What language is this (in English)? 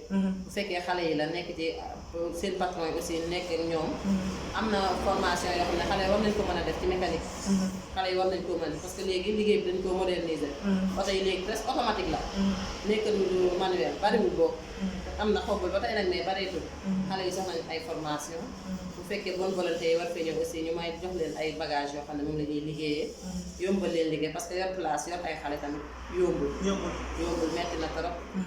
Wolof